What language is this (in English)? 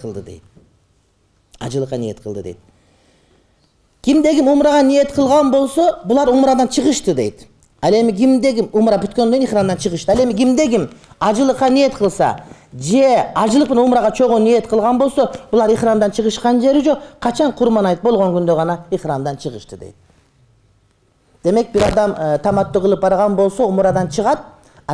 Kyrgyz